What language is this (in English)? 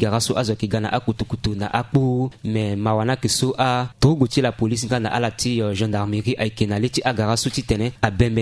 Sango